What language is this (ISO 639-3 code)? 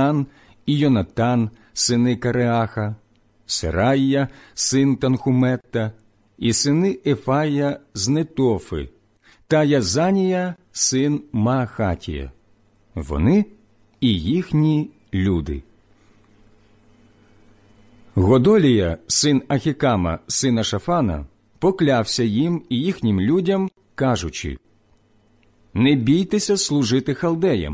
ukr